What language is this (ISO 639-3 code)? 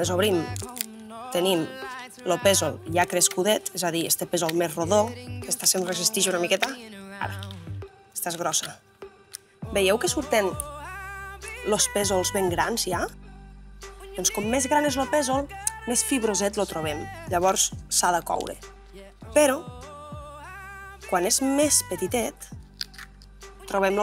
cat